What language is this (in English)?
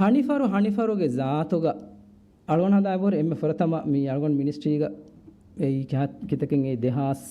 Divehi